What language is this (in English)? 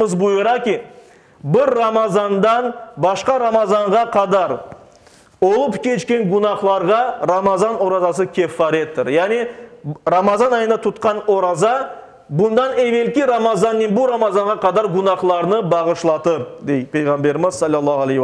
Crimean Tatar